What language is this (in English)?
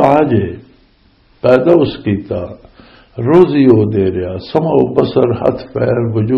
Western Panjabi